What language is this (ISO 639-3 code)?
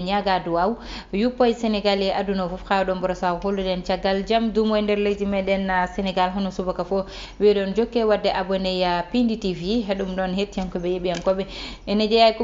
ful